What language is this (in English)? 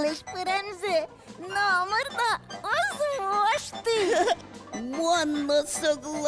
Udmurt